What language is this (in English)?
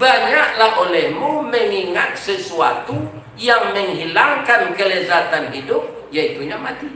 Minangkabau